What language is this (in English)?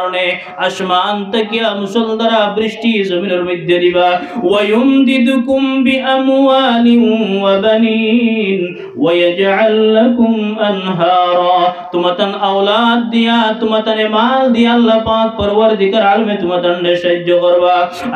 Sylheti